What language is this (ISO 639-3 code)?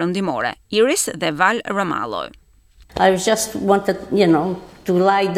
sqi